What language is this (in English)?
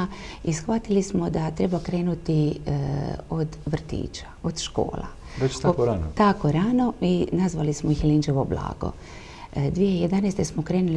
Croatian